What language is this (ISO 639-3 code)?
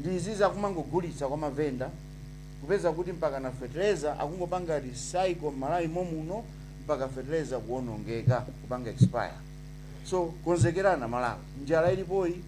nya